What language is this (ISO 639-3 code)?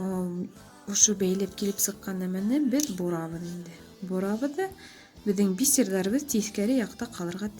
bak